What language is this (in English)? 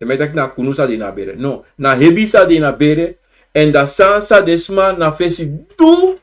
Sranan Tongo